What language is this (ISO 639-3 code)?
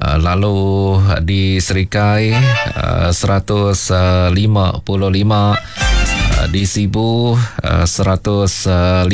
iba